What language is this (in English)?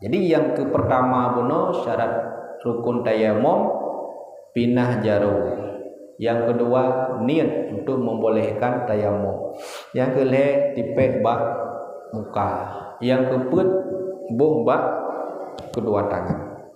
Achinese